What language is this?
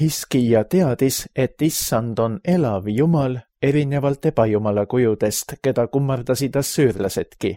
Estonian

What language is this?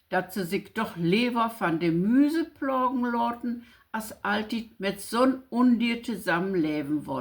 Low German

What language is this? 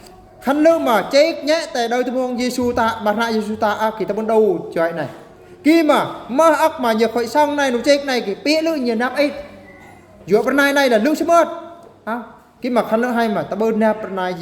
Eastern Bru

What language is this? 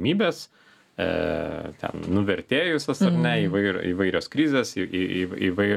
Lithuanian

